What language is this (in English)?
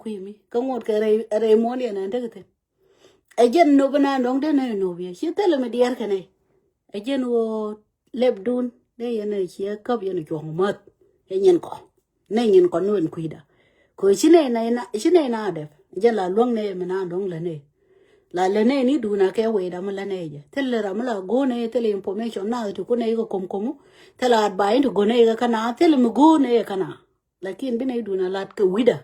Nuer